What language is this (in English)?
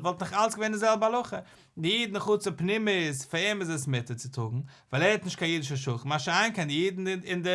Yiddish